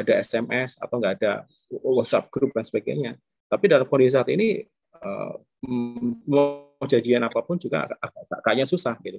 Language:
Indonesian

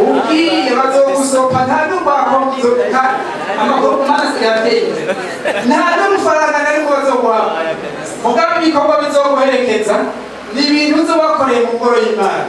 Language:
Rundi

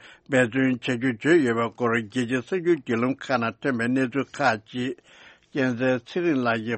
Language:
Tibetan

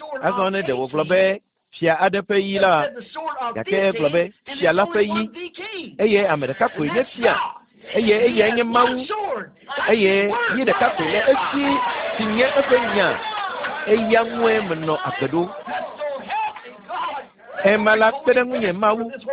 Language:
Ewe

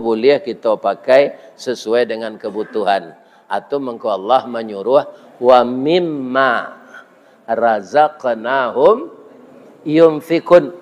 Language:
Minangkabau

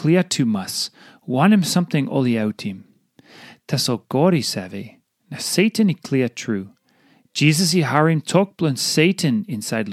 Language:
Tok Pisin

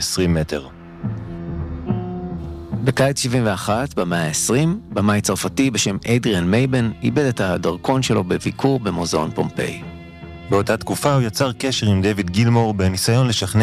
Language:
Hebrew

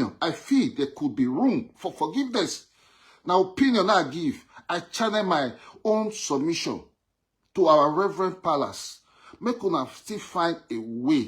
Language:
Nigerian Pidgin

